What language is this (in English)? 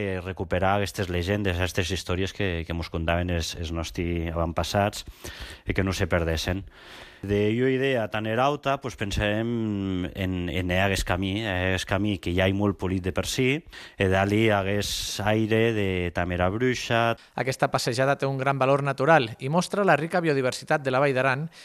Catalan